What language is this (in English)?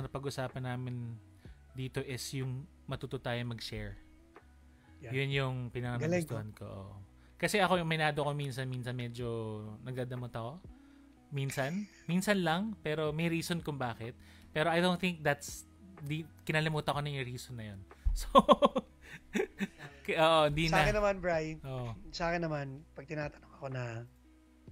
Filipino